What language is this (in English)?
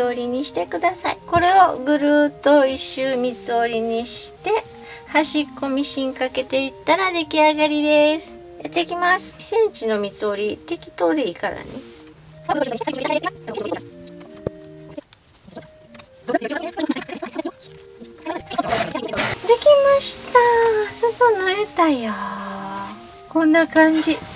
Japanese